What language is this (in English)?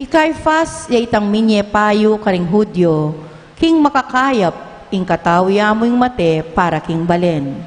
Pampanga